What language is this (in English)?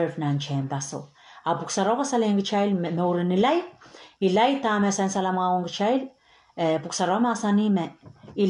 Pohnpeian